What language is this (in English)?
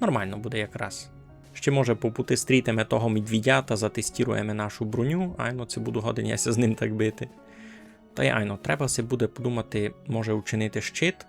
Rusyn